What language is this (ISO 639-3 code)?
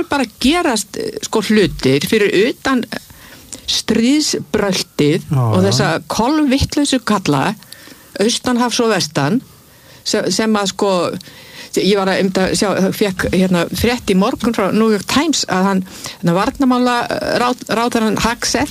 isl